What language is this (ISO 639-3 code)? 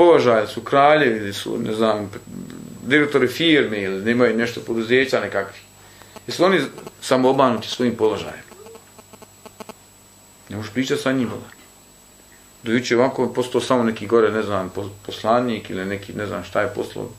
bos